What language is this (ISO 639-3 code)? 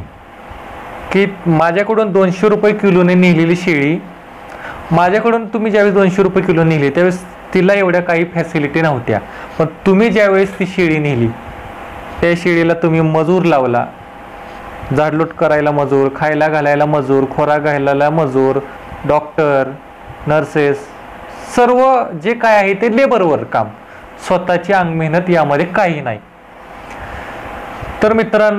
mar